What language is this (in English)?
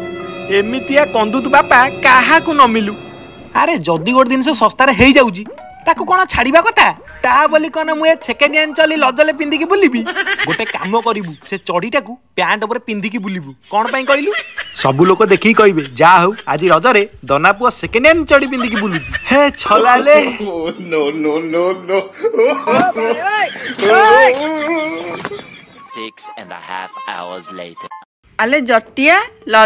Odia